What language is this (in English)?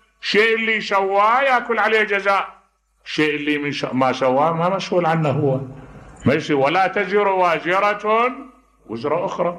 Mesopotamian Arabic